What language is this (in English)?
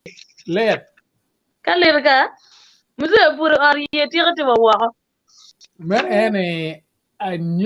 Acoli